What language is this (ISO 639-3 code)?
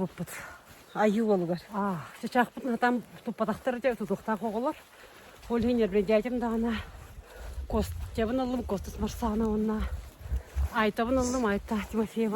sah